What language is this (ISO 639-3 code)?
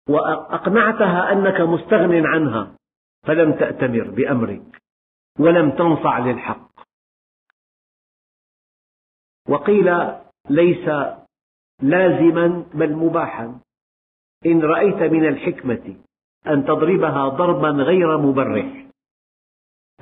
ara